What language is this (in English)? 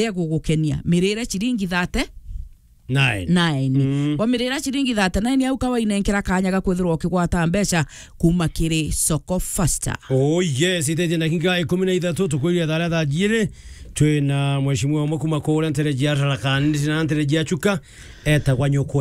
Meru